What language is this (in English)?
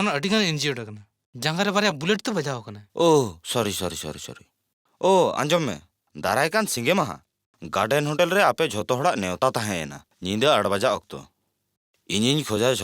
Santali